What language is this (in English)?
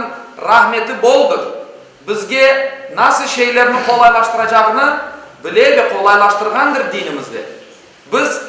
Crimean Tatar